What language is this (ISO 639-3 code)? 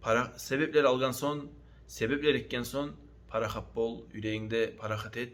kum